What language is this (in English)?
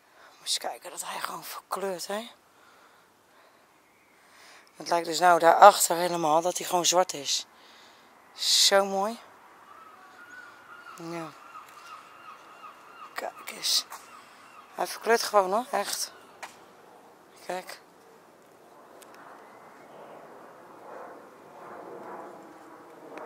Dutch